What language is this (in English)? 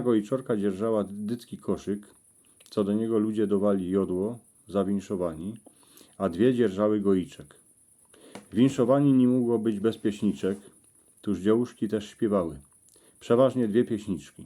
Silesian